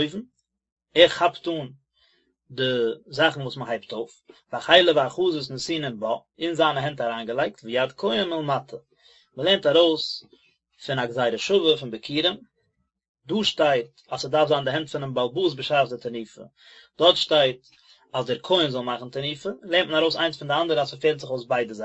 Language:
Yiddish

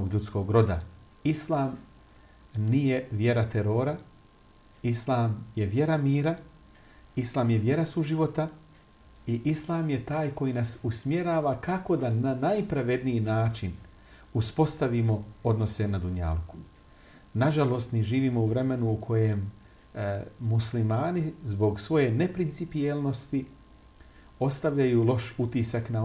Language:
Bosnian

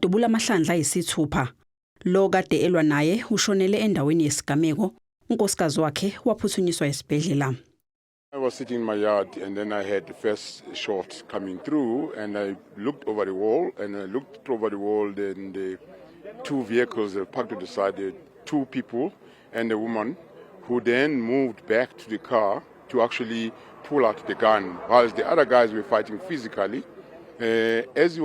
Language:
Zulu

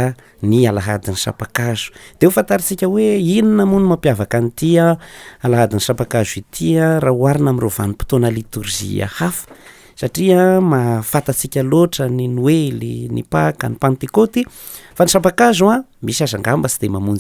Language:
Malagasy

